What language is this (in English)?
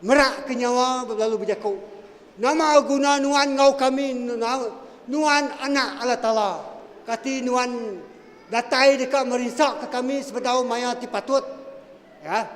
Iban